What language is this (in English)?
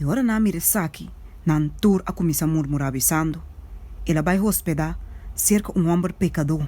Papiamento